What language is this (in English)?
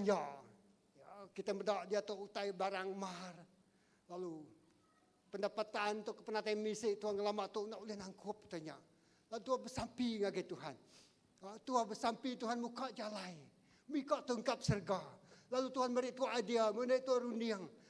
Iban